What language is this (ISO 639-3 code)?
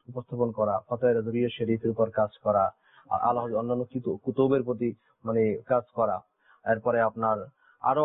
ben